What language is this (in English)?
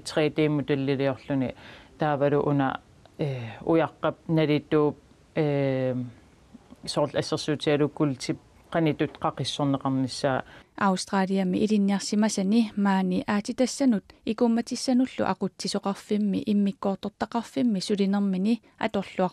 Kalaallisut